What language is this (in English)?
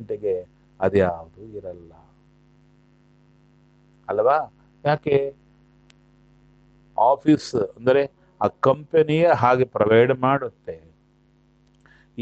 Kannada